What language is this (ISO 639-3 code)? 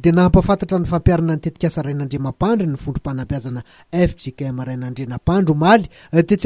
mlg